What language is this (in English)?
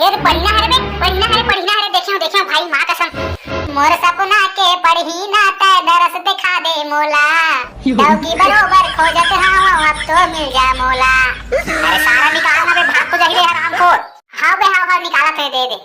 Chhattisgarhi